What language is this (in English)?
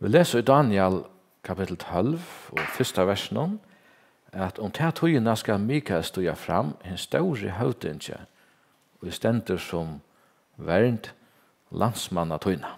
Faroese